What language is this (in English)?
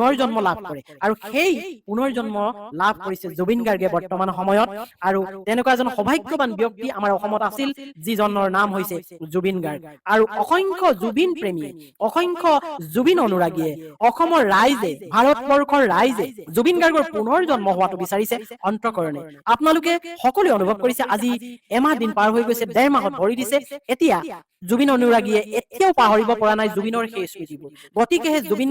Assamese